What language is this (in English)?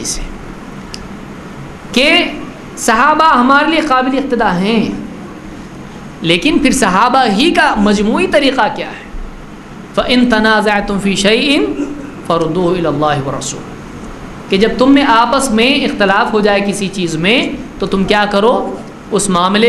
Urdu